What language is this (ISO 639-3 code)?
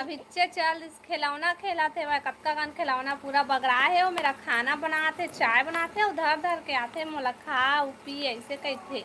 hne